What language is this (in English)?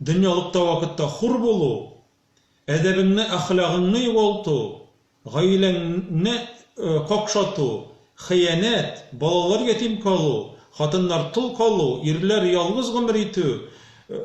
Tatar